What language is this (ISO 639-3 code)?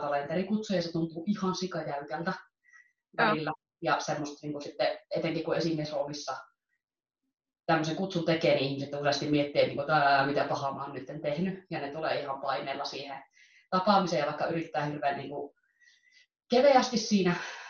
fin